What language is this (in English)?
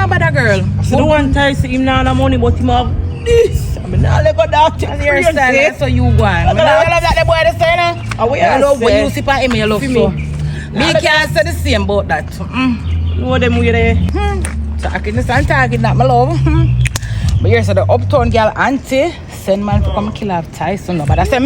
Jamaican Creole English